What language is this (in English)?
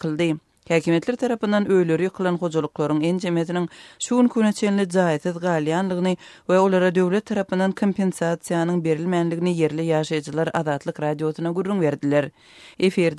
Turkmen